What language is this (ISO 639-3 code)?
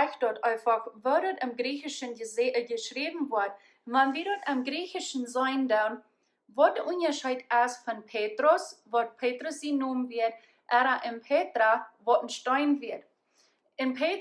pdt